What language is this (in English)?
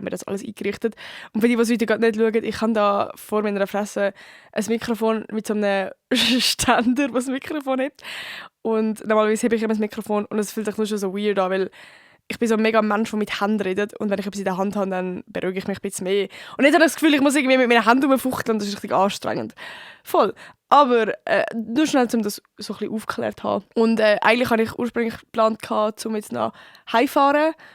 Swiss German